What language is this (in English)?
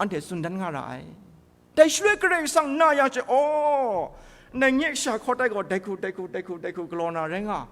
Kachin